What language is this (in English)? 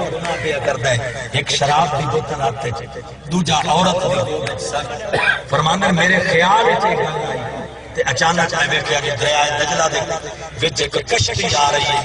Saraiki